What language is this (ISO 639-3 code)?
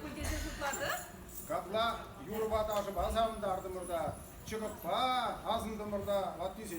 chv